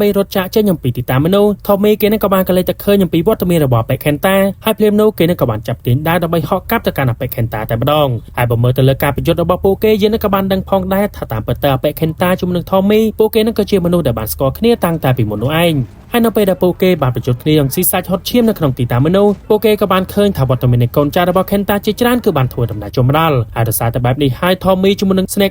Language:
Khmer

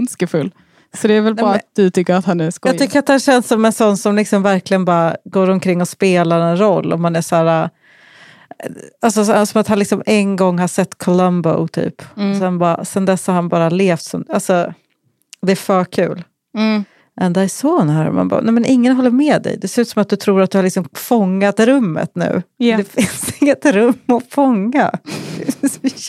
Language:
Swedish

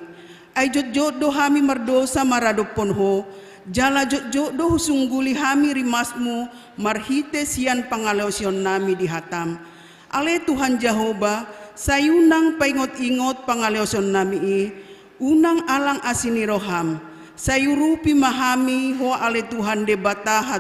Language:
Batak Toba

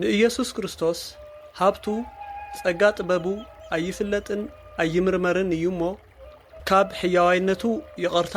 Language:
Tigrinya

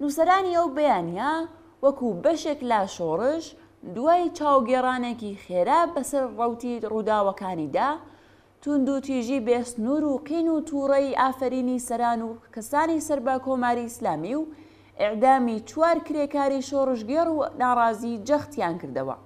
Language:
Central Kurdish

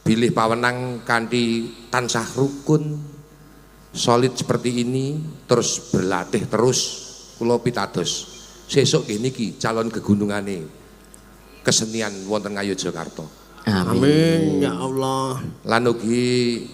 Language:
Javanese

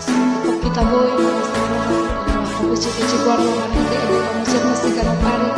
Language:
Batak Toba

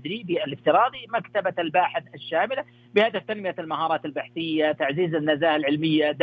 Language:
Arabic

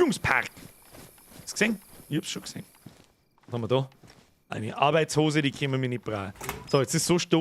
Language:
Bavarian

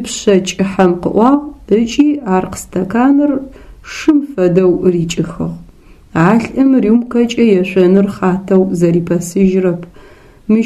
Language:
Adyghe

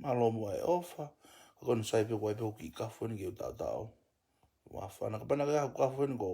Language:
Tongan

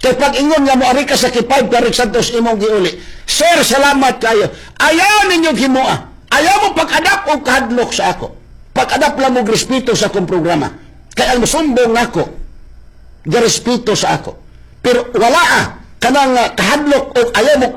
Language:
Cebuano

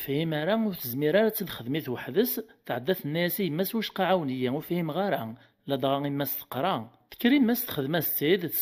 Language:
Kabyle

